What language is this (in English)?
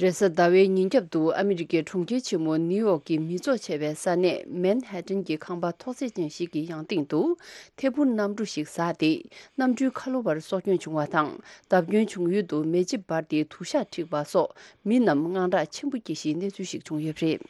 Tibetan